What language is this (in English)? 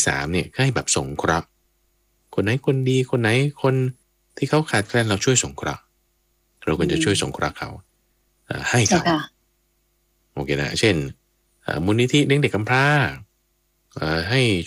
Thai